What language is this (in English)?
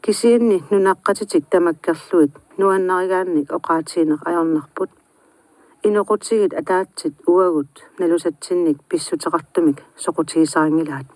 Kalaallisut